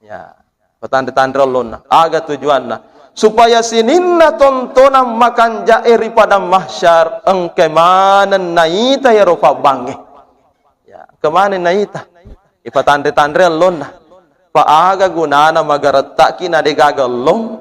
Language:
Buginese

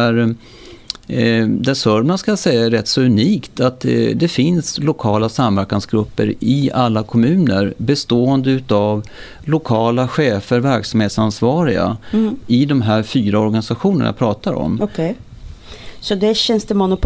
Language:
Swedish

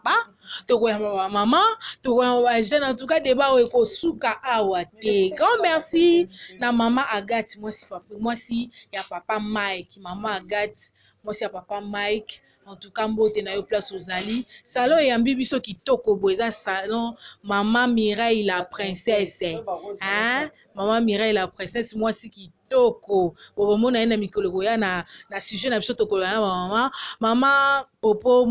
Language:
Lingala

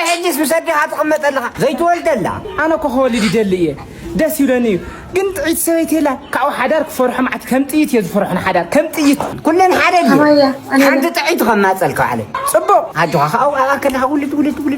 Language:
Tigrinya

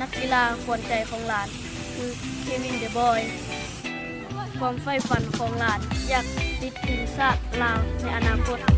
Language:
Lao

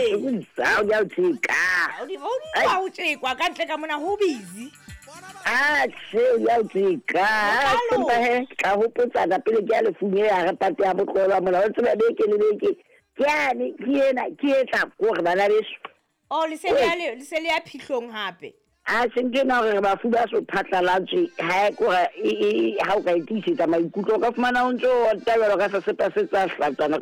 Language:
Southern Sotho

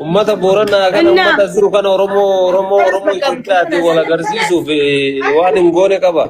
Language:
Oromo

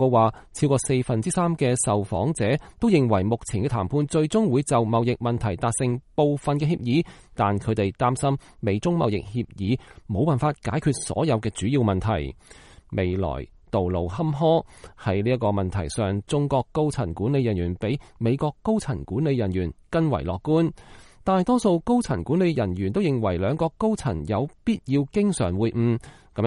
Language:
Cantonese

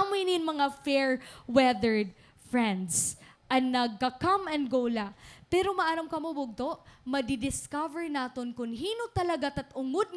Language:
Waray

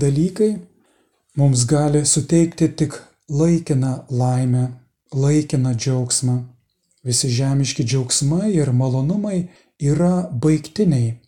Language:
Lithuanian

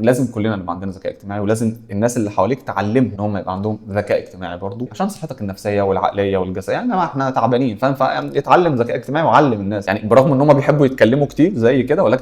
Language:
Egyptian Arabic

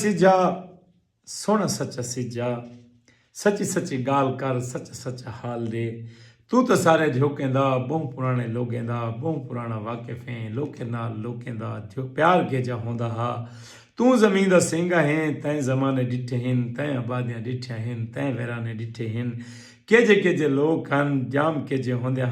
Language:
Saraiki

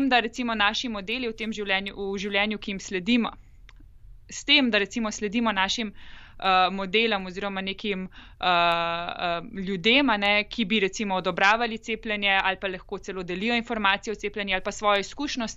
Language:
Slovenian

